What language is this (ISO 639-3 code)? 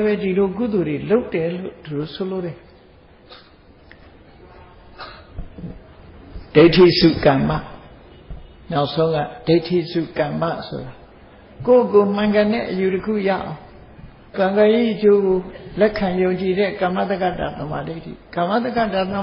mya